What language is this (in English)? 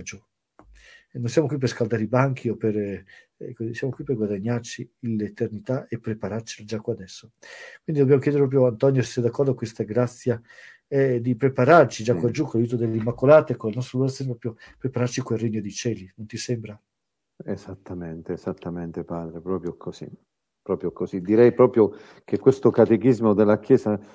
Italian